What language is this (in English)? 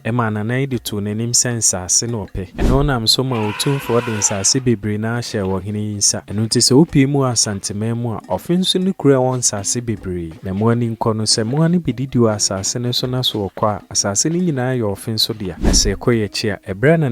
Akan